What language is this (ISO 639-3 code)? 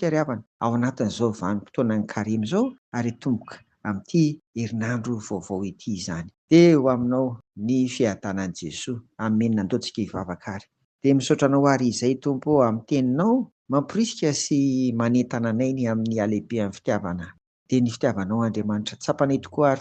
mlg